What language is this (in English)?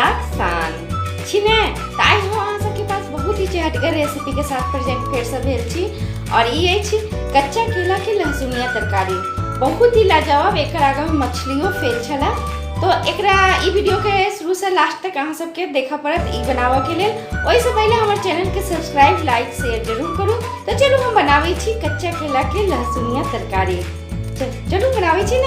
Maithili